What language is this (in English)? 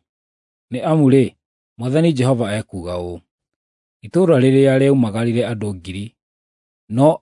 Kikuyu